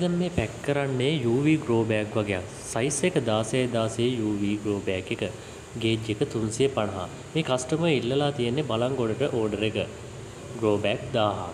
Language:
Sinhala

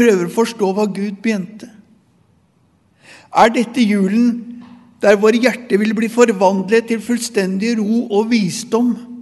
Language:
Norwegian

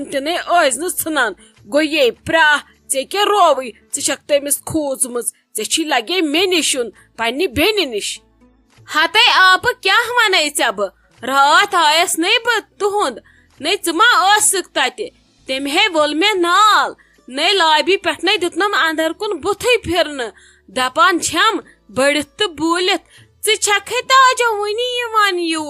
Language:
Kashmiri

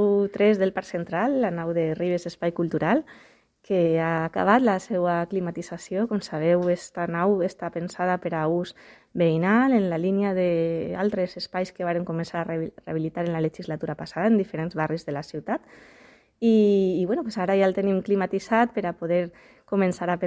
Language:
Catalan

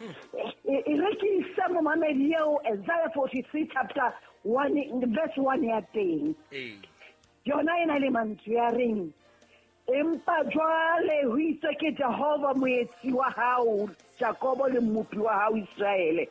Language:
Southern Sotho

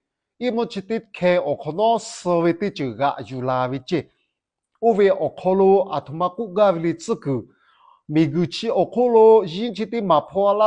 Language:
Lahu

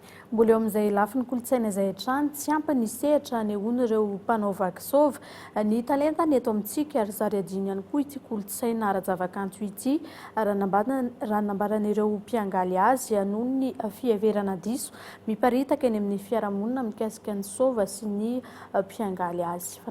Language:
Malagasy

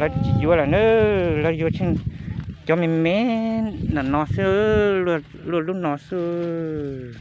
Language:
Hmong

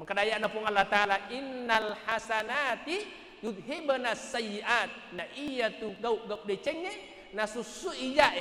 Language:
Buginese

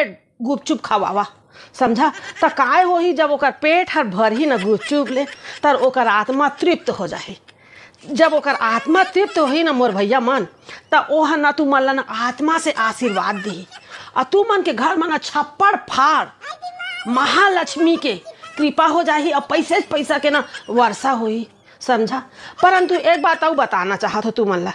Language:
Chhattisgarhi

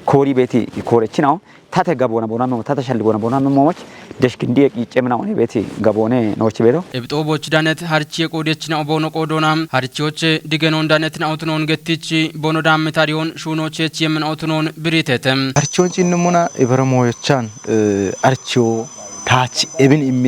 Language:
Kafa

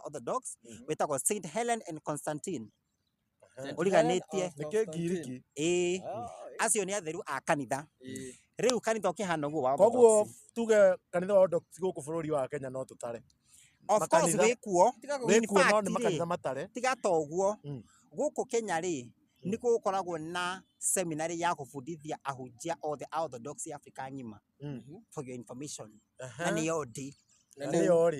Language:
Kikuyu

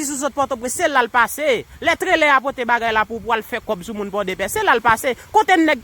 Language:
Haitian Creole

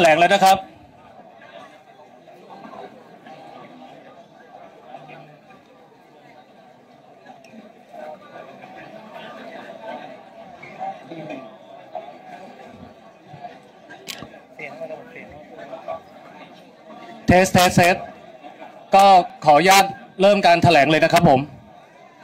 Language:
Thai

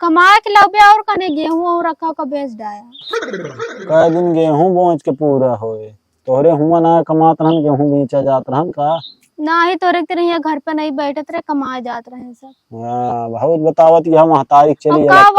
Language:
Awadhi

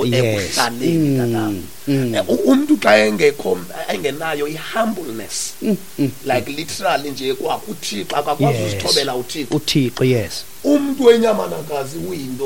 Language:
Xhosa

